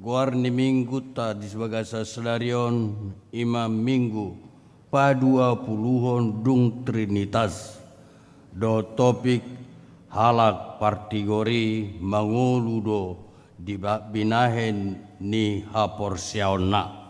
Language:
Batak Toba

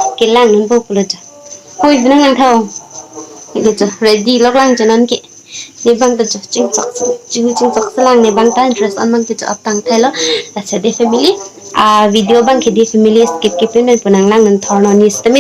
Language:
Karbi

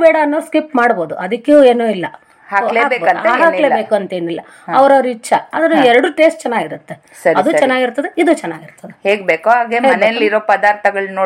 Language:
Kannada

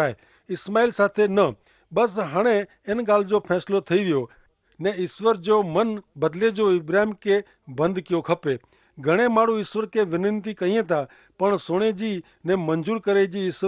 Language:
Kachhi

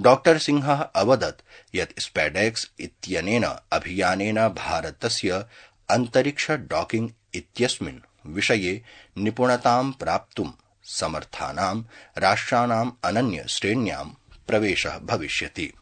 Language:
Sanskrit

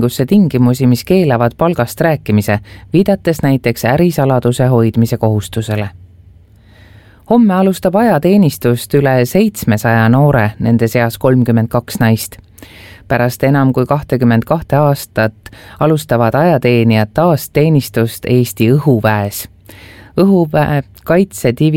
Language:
Estonian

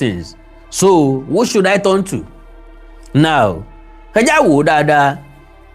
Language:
Yoruba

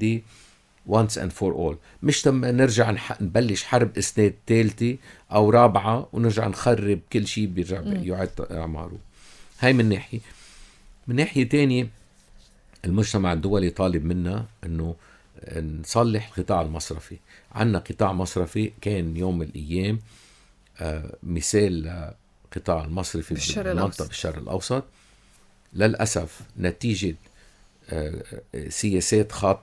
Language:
North Levantine Arabic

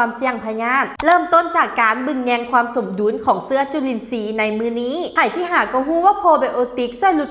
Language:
Lao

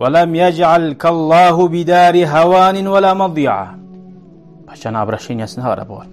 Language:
Kumyk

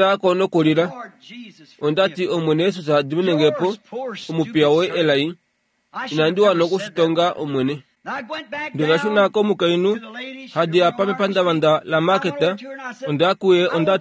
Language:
Kuanyama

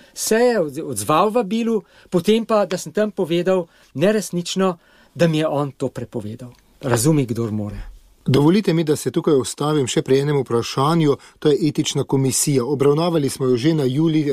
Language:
Slovenian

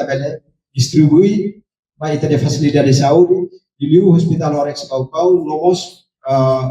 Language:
Tetum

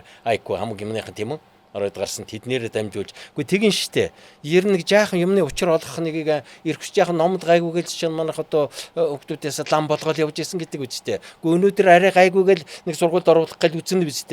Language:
Mongolian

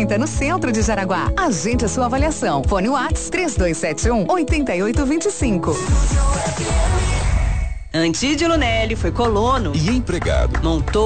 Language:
Portuguese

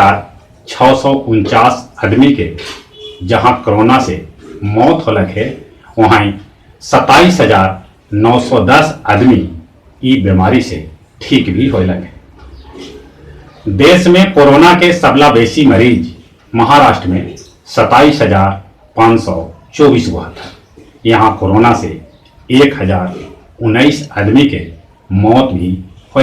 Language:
Magahi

